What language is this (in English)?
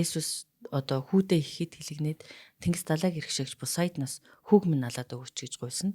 Mongolian